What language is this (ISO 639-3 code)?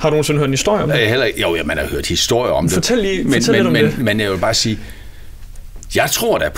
dan